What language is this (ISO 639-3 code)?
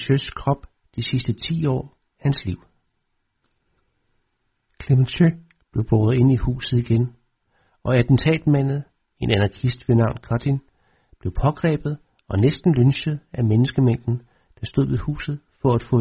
dan